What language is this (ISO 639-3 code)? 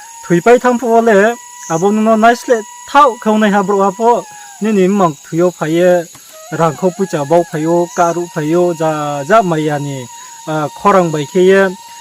ria